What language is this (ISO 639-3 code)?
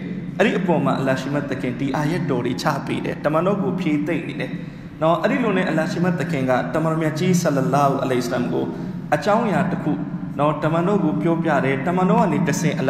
mya